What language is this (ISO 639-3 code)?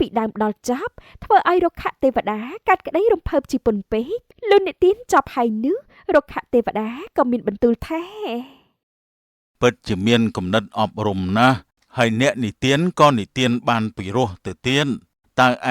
khm